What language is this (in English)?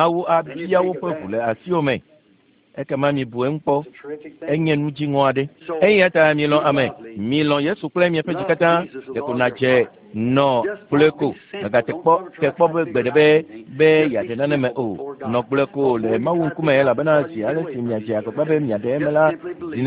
Ewe